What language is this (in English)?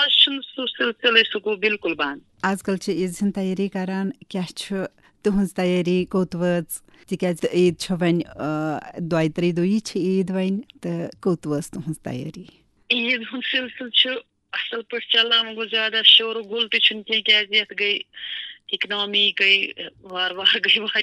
Kashmiri